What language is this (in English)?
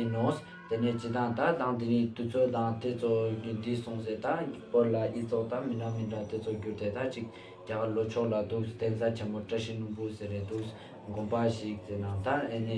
Ladakhi